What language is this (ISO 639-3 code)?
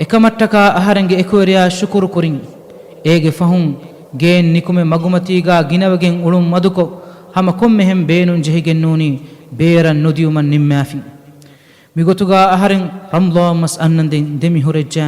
div